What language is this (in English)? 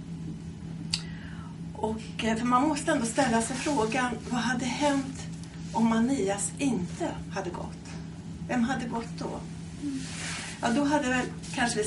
Swedish